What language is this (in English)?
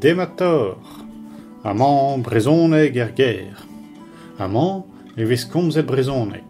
Breton